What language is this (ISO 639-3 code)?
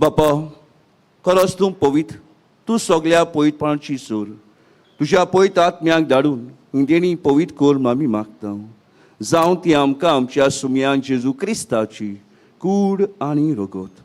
kok